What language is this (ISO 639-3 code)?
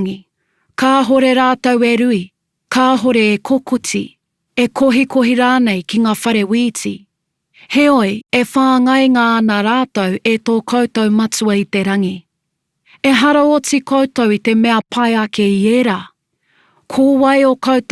mri